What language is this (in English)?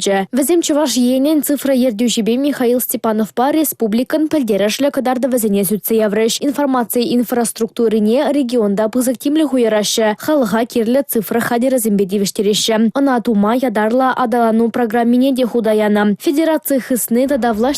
Chuvash